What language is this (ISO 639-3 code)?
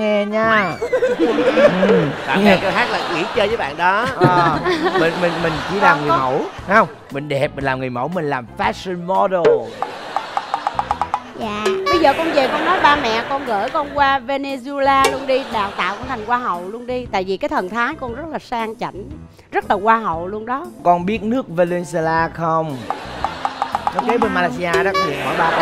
vie